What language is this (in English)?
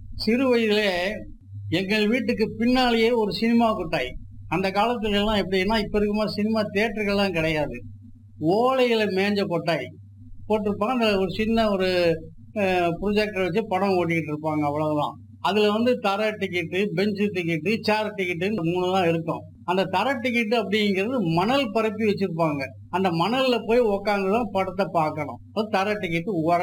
Tamil